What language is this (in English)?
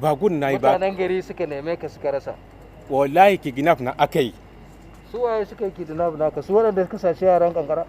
Hausa